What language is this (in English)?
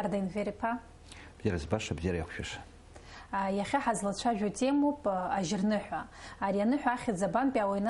Abkhazian